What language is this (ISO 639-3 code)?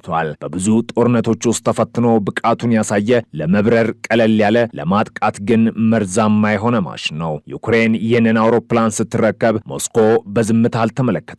amh